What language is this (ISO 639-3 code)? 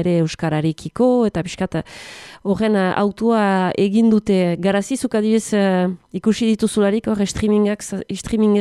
eus